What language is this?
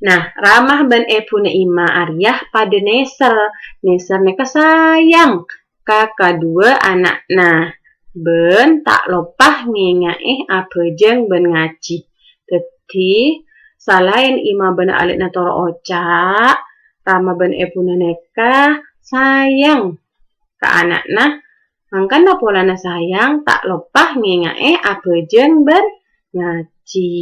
Madurese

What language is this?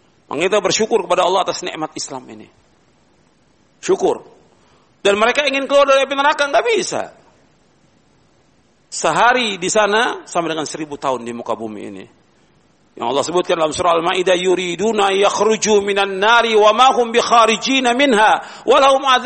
Indonesian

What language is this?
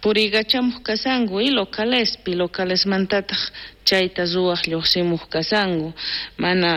South Bolivian Quechua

